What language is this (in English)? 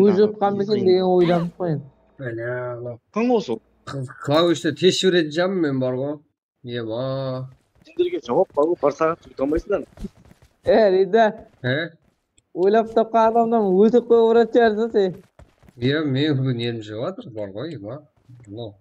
Kara-Kalpak